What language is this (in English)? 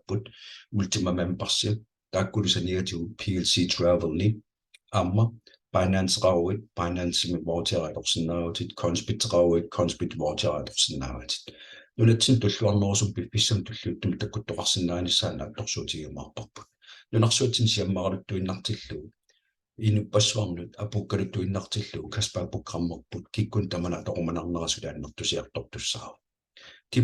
Kalaallisut